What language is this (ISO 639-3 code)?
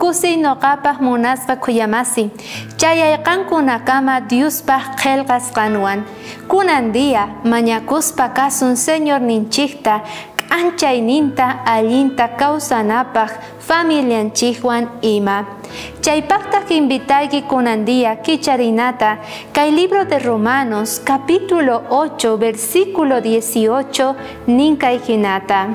quh